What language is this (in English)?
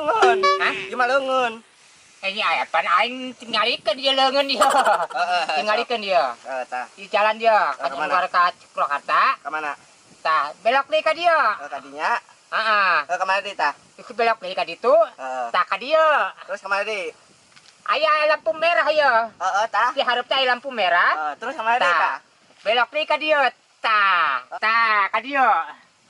Sundanese